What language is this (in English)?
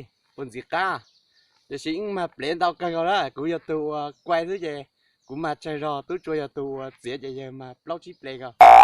Hmong